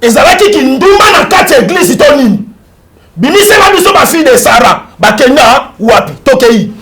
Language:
Lingala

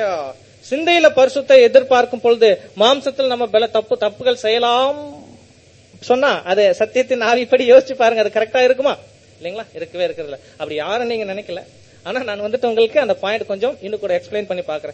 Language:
Tamil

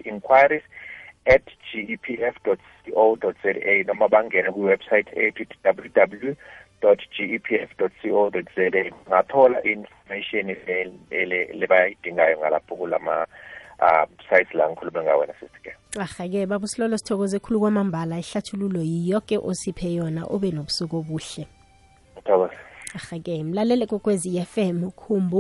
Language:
South Ndebele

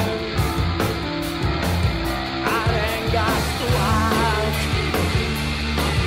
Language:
Basque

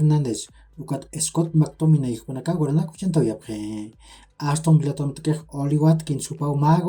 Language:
Aymara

